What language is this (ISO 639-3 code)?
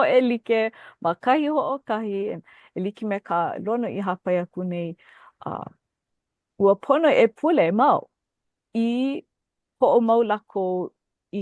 haw